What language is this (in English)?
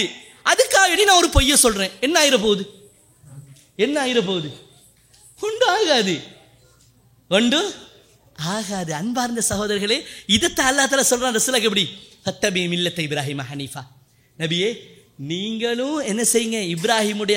Tamil